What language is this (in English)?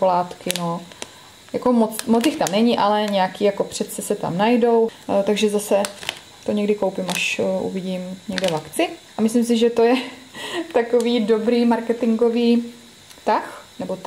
Czech